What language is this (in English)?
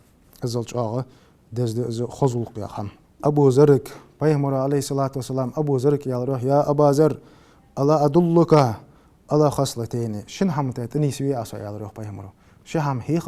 Ingush